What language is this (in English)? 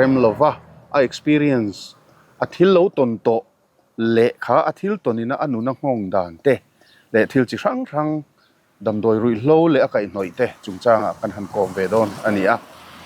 Mizo